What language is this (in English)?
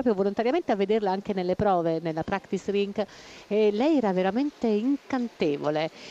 Italian